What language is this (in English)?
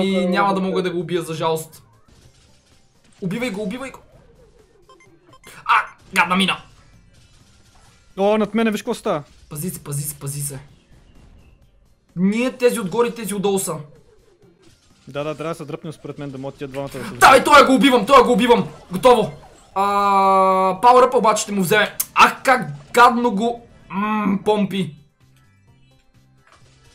Bulgarian